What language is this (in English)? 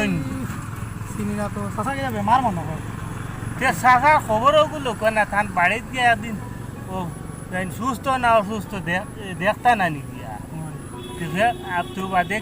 Sylheti